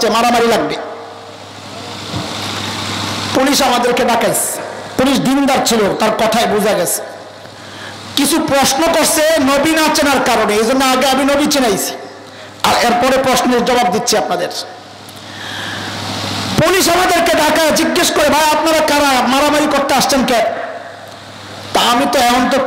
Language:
Bangla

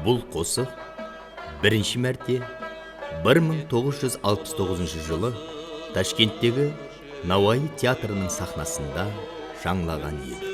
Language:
Kara-Kalpak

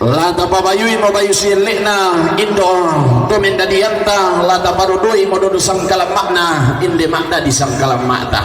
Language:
Toraja-Sa'dan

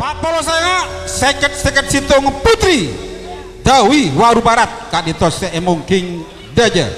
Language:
Madurese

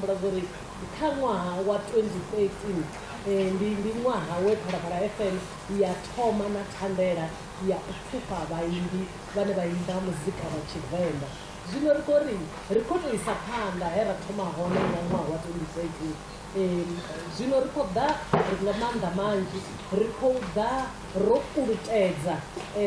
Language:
Venda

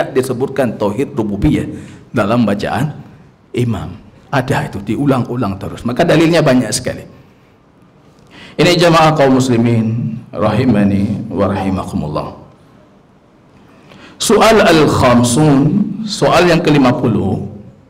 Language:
Indonesian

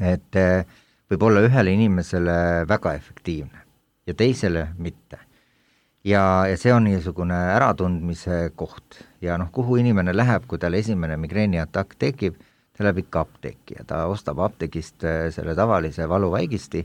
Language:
Estonian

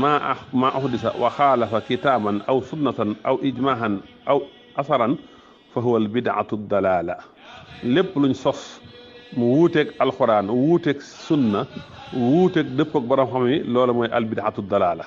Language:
Wolof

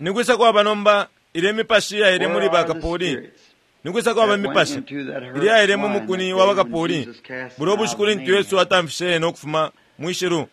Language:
Bemba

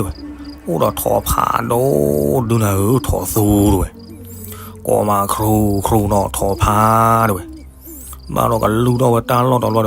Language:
S'gaw Karen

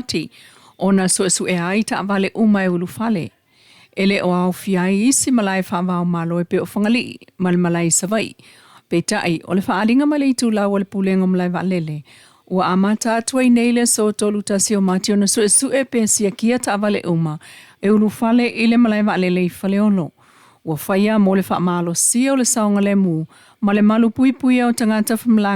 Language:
Samoan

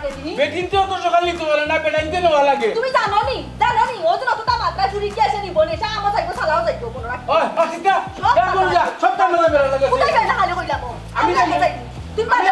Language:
Sylheti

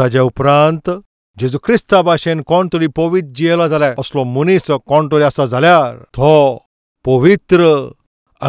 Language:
Konkani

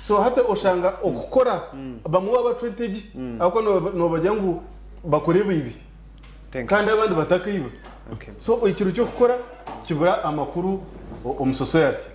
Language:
Nyankole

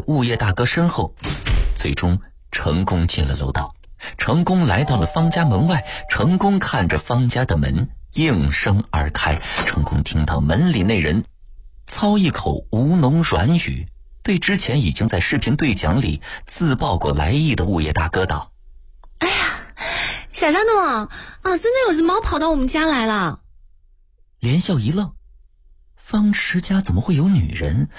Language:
Chinese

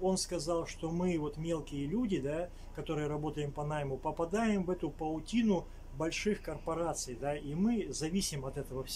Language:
Russian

